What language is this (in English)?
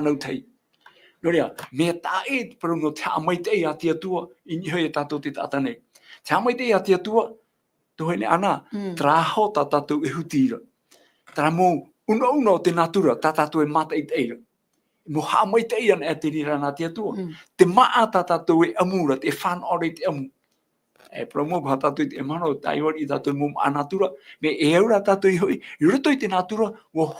Tahitian